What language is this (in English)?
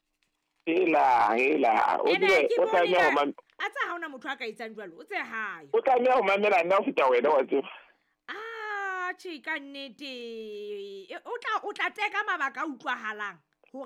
Southern Sotho